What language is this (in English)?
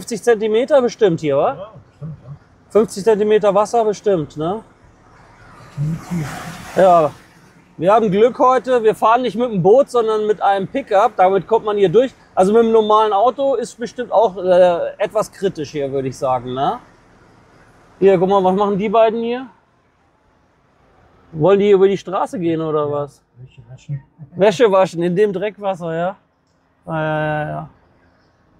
German